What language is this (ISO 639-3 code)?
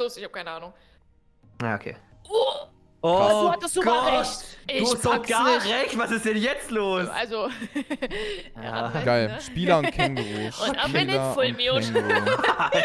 deu